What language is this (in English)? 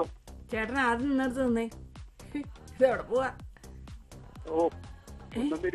Malayalam